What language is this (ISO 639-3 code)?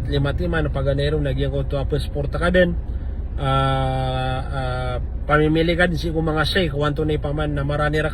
mrw